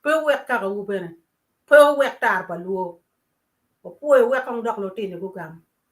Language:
Acoli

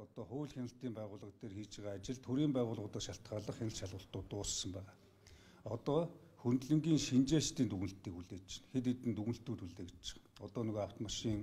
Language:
Mongolian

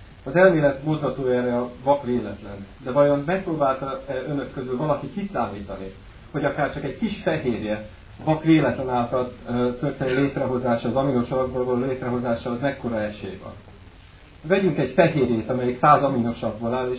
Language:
Hungarian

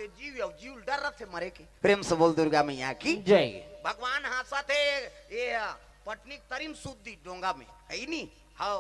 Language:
Chhattisgarhi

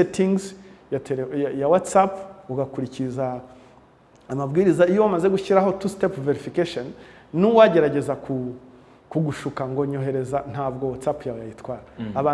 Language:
Kinyarwanda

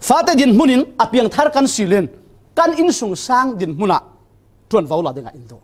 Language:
Falam Chin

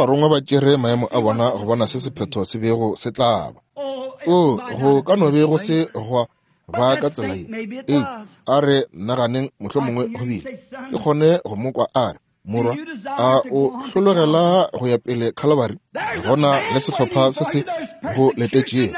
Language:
Northern Sotho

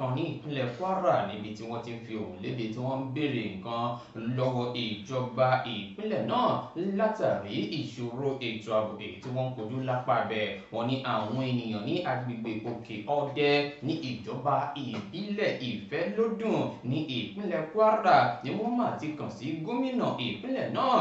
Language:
Yoruba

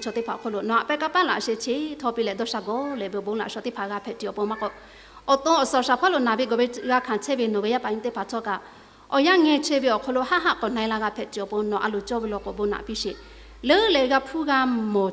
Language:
Lahu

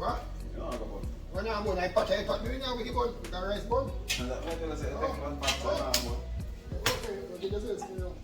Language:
Jamaican Creole English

